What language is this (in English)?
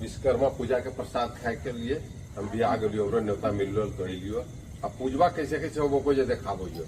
Magahi